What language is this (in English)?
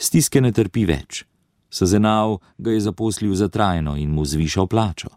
Slovenian